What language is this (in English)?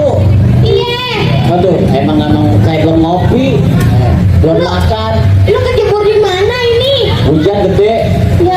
Betawi